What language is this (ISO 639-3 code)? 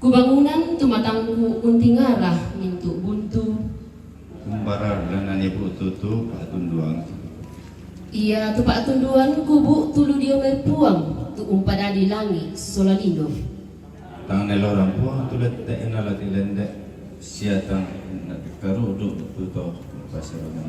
sda